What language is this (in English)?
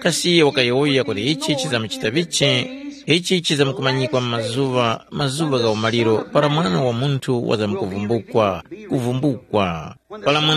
Tumbuka